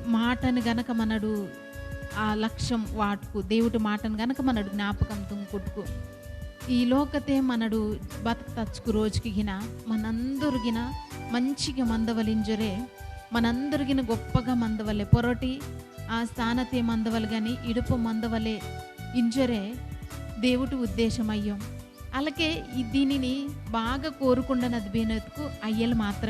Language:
Koya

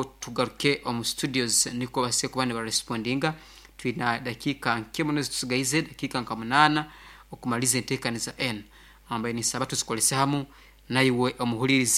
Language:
Nyankole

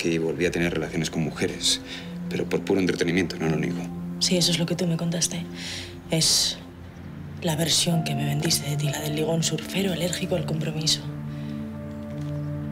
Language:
Spanish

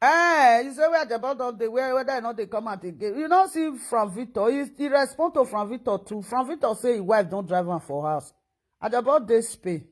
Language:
Nigerian Pidgin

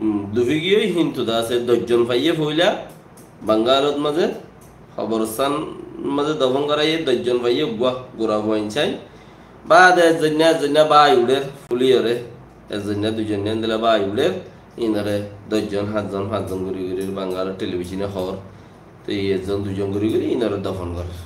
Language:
Rohingya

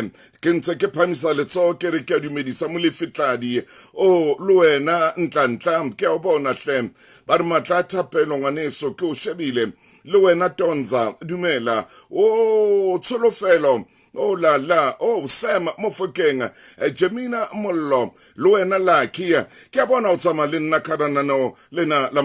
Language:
Southern Sotho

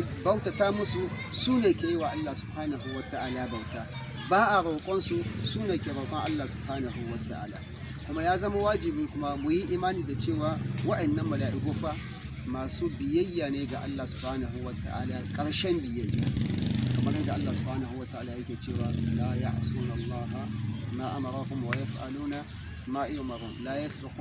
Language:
Hausa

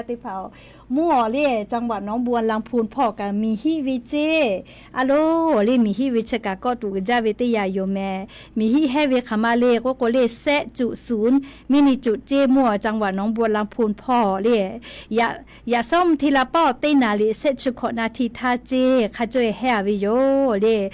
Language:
Lahu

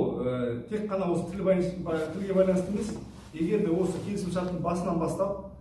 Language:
Kazakh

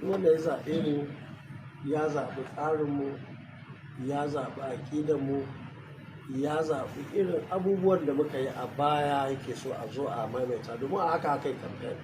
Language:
Hausa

